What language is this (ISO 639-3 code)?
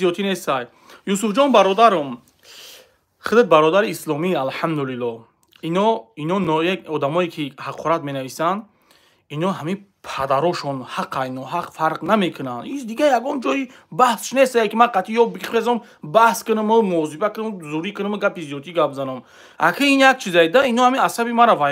tgk